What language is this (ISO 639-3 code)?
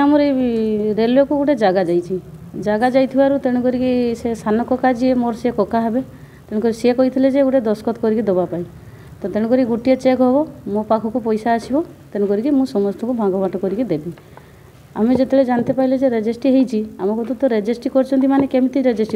ori